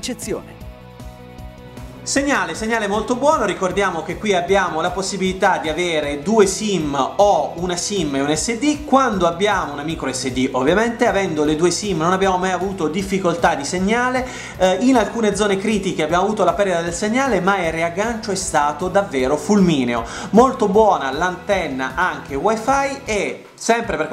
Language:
Italian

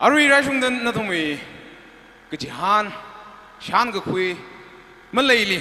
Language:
Tangkhul Naga (India)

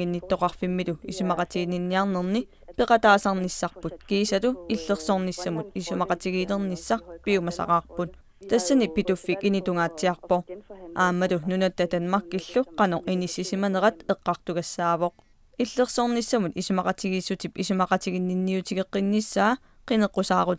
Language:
Kalaallisut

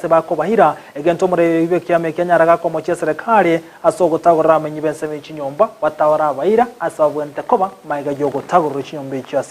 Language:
Gusii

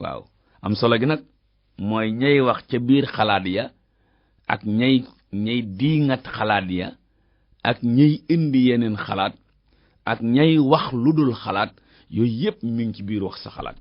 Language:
Wolof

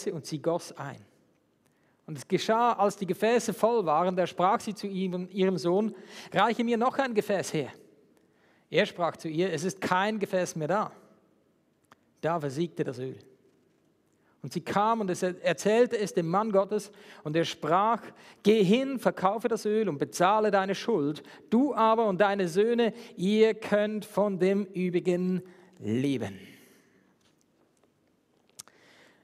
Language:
German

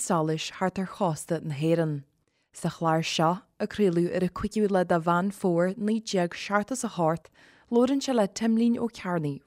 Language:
Irish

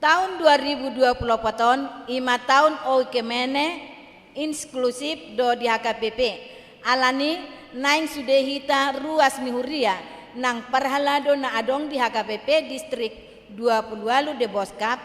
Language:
Batak Toba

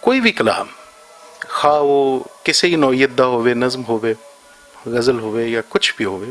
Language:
Western Panjabi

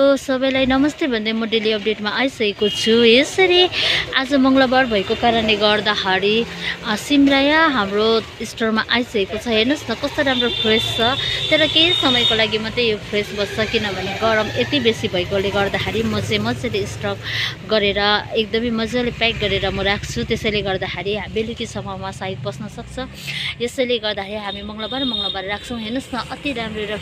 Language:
Nepali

